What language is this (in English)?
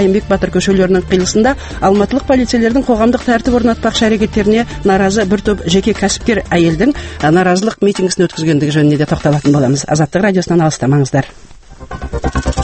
Kazakh